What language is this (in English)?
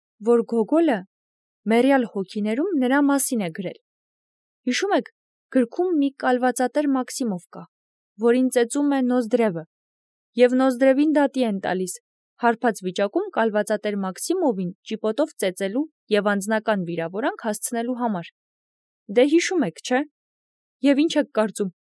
Armenian